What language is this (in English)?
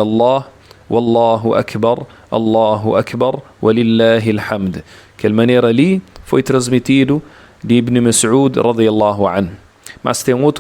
Kabuverdianu